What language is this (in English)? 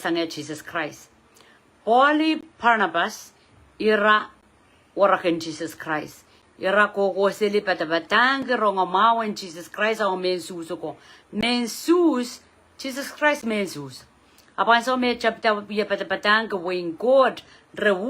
Pohnpeian